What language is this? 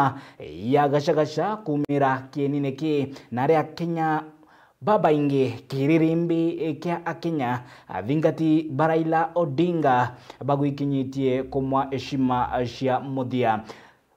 Meru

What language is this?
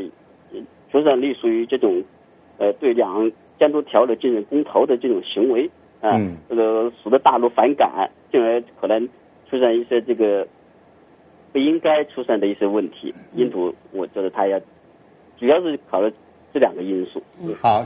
Chinese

